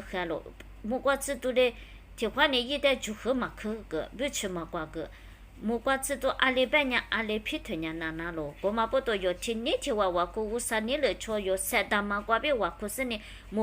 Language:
Lisu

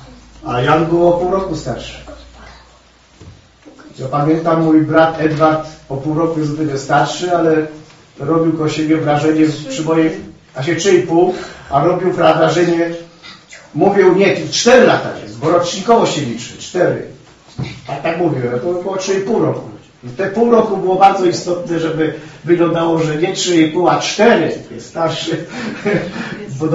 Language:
Polish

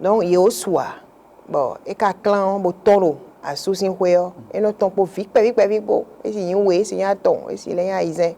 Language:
Fon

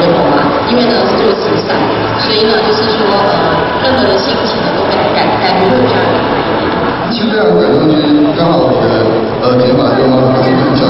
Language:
Chinese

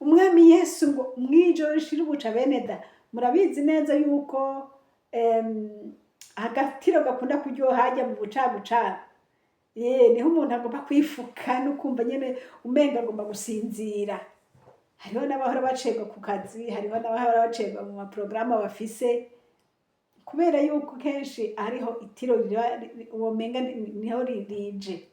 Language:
Rundi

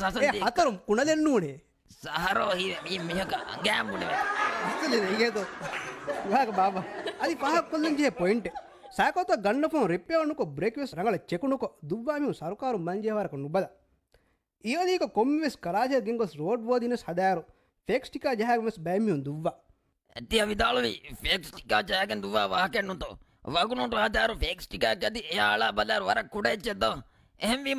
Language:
Divehi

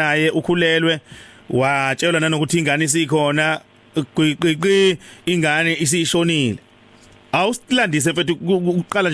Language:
Zulu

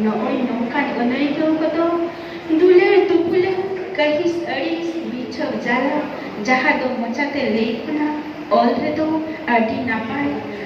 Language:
Santali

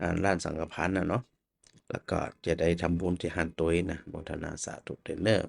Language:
Northern Thai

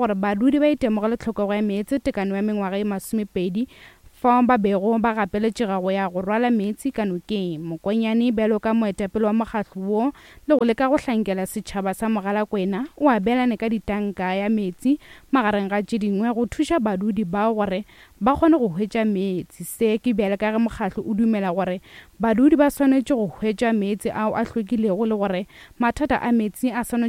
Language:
Northern Sotho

